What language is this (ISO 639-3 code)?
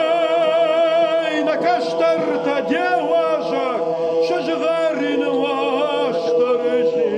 oss